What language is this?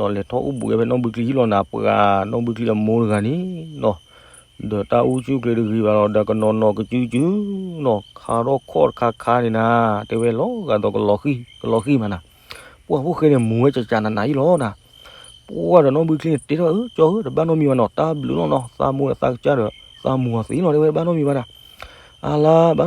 S'gaw Karen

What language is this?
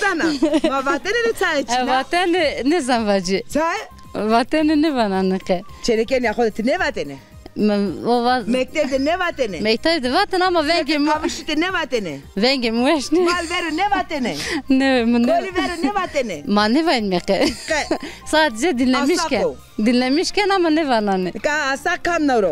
Zaza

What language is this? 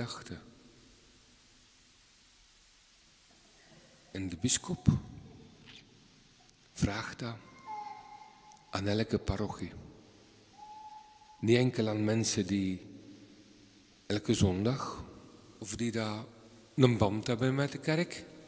Dutch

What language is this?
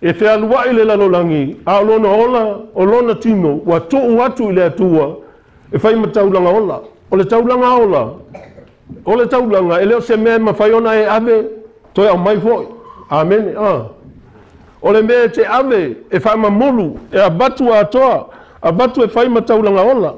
Samoan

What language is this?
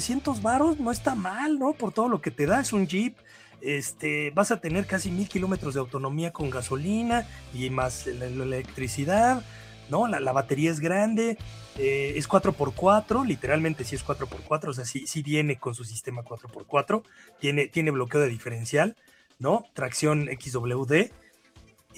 Spanish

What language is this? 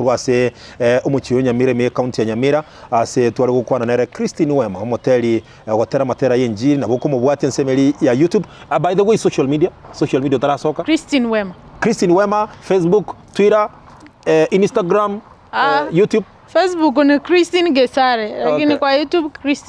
Gusii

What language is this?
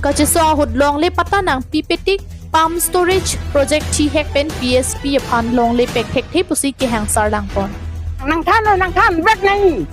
Karbi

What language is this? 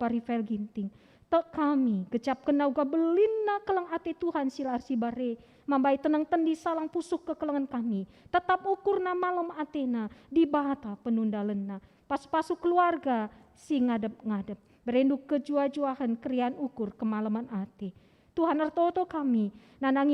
Batak Karo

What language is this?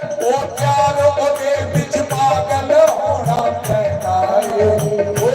Dogri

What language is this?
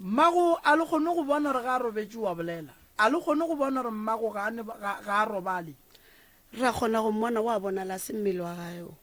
Northern Sotho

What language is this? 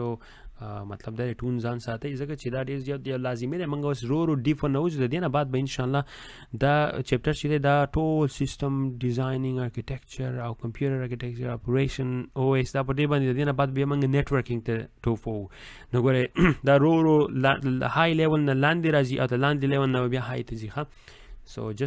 Pashto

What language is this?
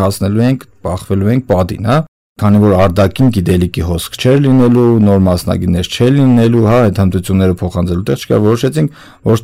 Armenian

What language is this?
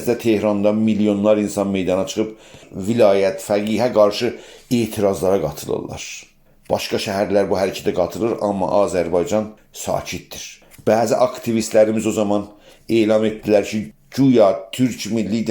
South Azerbaijani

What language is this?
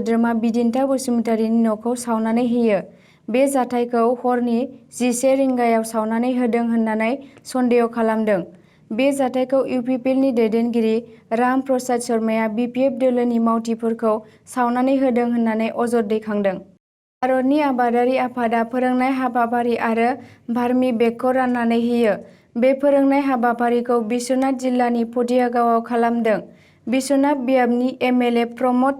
Bodo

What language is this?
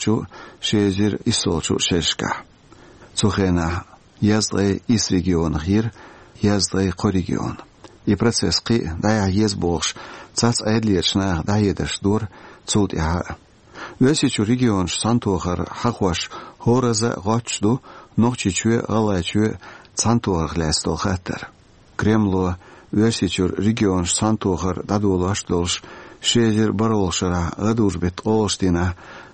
Chechen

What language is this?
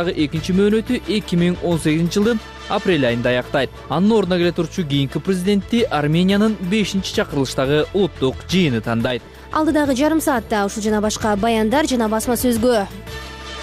Kyrgyz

